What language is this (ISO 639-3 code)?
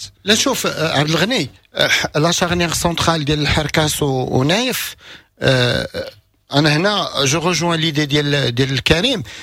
ary